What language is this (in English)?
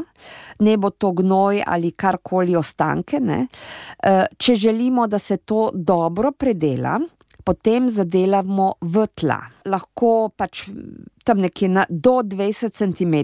Slovenian